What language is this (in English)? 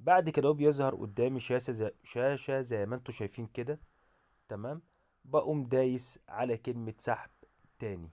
Egyptian Arabic